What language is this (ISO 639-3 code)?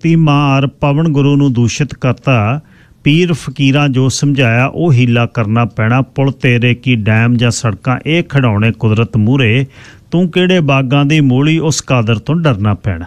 pan